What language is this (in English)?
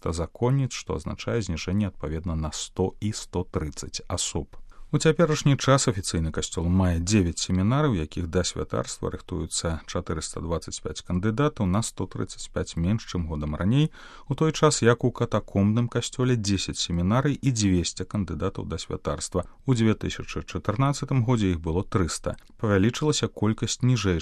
Belarusian